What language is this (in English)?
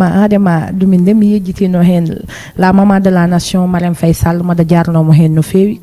Fula